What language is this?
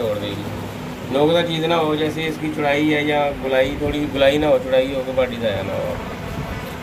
Hindi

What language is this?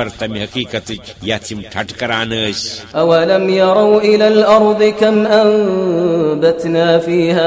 Kashmiri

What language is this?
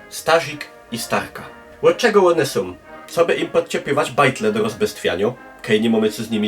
Silesian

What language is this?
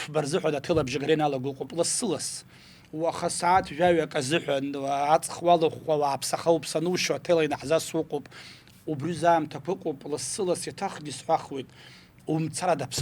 Abkhazian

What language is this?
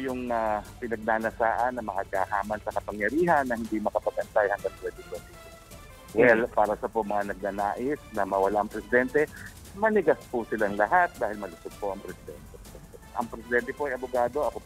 Filipino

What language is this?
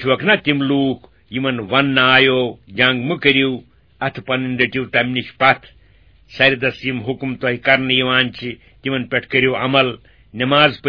Kashmiri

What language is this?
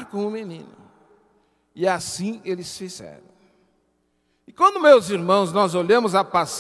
Portuguese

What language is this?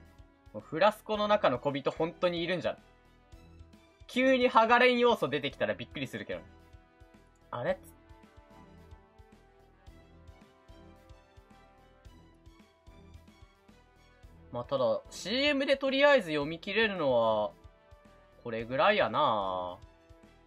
Japanese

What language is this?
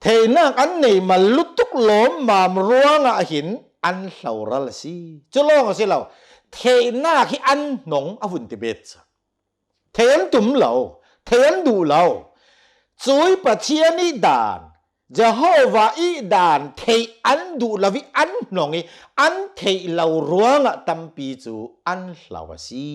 Hakha Chin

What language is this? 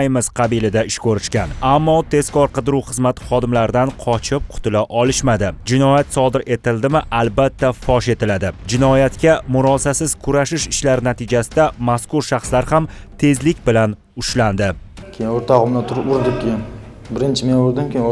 Uzbek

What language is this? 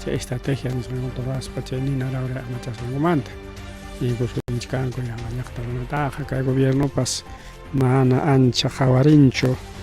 Ayacucho Quechua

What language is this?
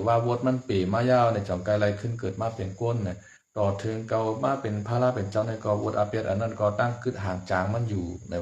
Shan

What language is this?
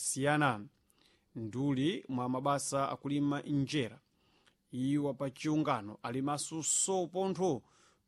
Sena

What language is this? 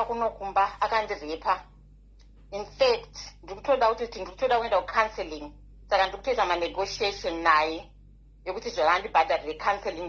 Shona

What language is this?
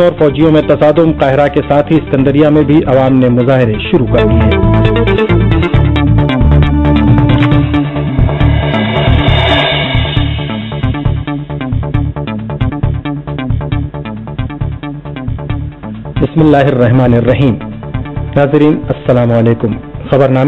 Urdu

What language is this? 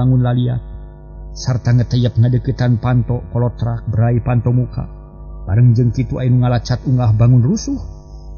Sundanese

